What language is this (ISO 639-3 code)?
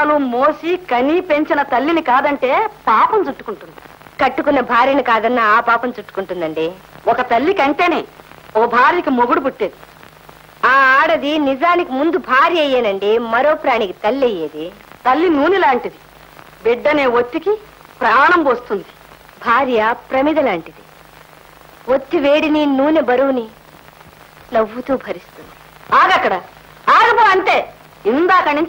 tel